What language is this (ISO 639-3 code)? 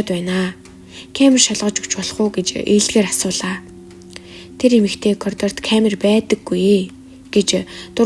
mon